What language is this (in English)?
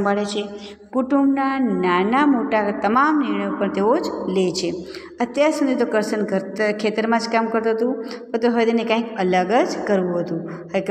Gujarati